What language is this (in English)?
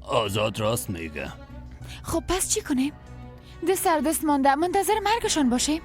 Persian